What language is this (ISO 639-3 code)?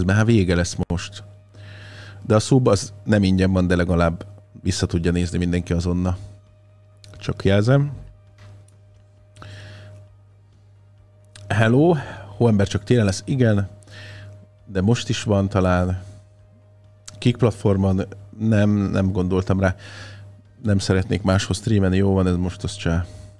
hun